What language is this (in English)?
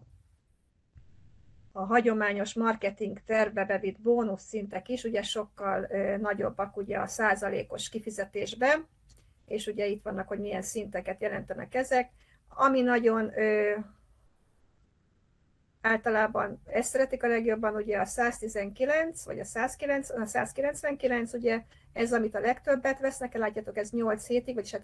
Hungarian